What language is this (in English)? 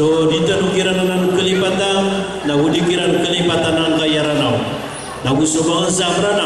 Maranao